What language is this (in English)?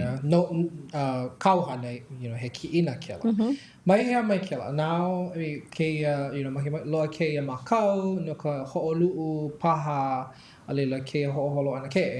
Hawaiian